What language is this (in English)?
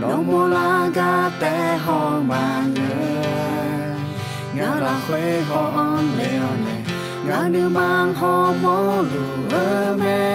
Akha